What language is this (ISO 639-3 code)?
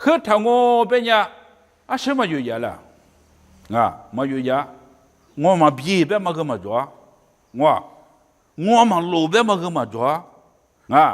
lis